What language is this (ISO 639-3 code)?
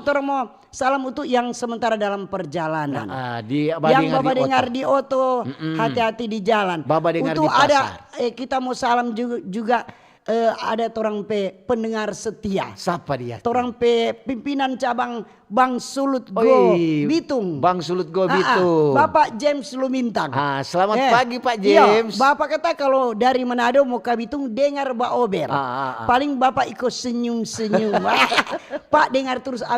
xmm